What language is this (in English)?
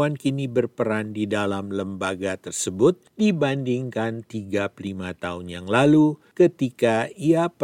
Indonesian